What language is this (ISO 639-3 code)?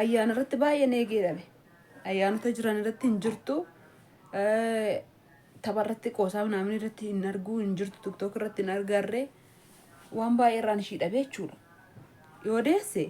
orm